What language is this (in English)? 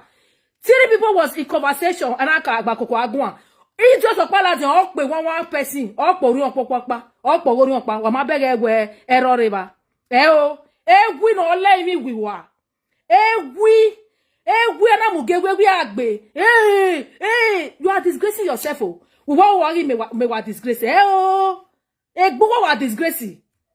Nigerian Pidgin